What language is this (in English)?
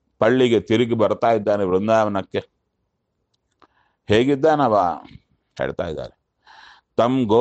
Kannada